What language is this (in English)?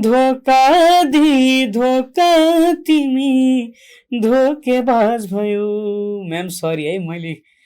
Nepali